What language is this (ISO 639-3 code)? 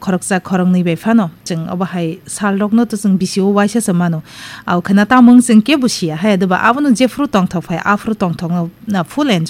trp